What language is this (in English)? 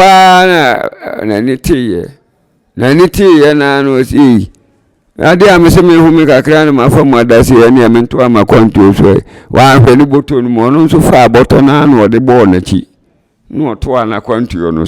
Akan